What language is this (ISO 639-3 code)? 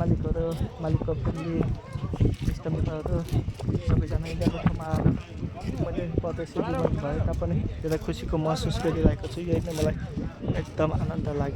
nep